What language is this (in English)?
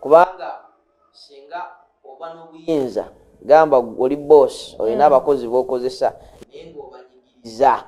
Ganda